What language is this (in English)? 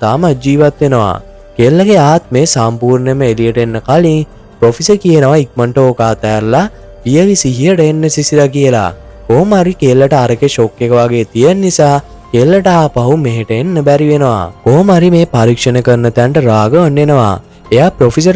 Sinhala